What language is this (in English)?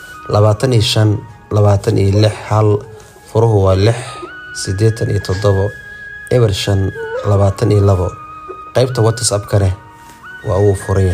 Somali